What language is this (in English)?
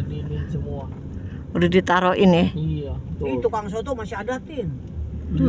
Betawi